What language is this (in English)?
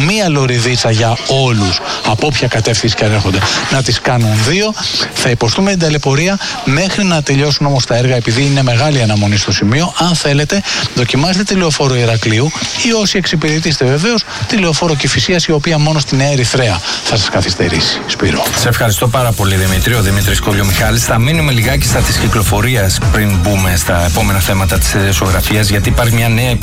Greek